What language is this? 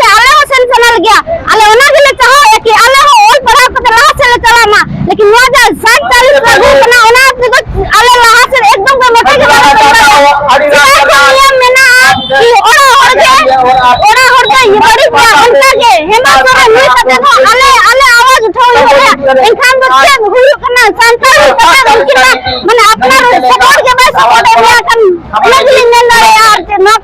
Santali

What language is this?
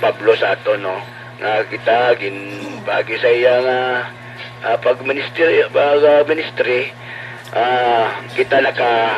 Hiligaynon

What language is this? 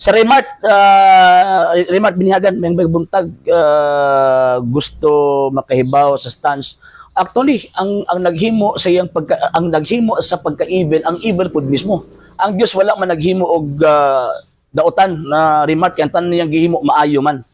Cebuano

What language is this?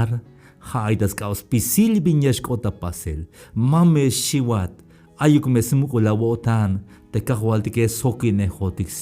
Tzeltal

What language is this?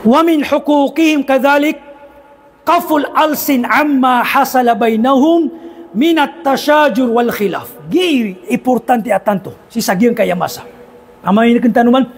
Maranao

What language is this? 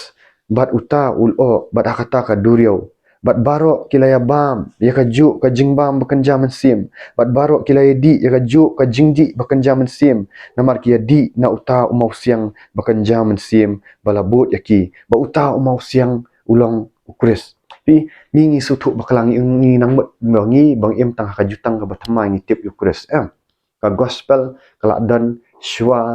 Khasi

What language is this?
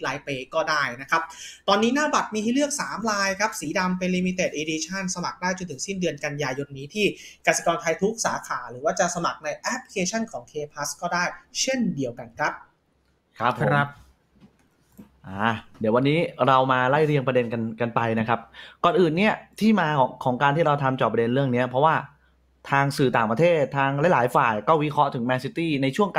Thai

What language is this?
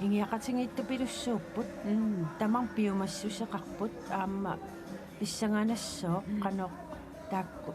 Kalaallisut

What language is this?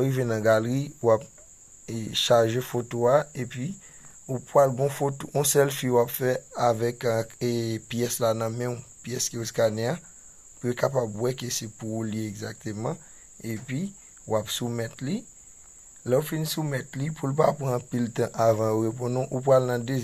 Haitian Creole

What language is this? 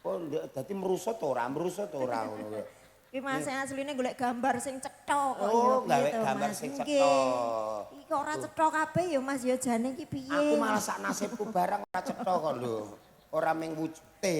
Javanese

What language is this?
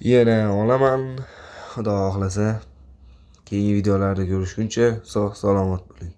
Uzbek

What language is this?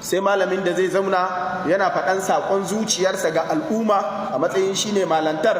Hausa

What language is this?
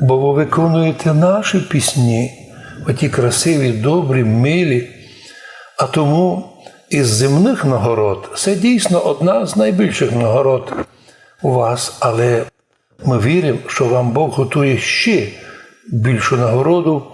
Rusyn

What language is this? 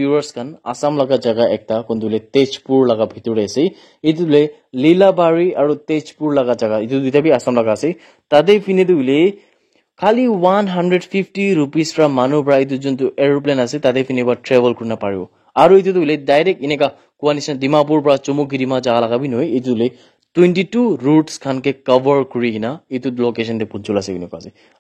Naga Pidgin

